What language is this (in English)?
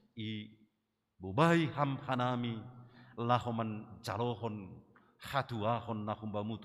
Batak Simalungun